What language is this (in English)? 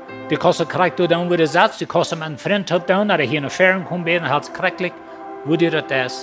Plautdietsch